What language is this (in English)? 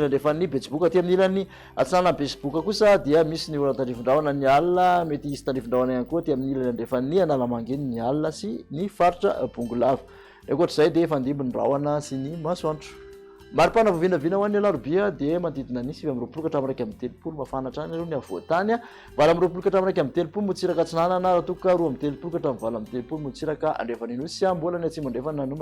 Malagasy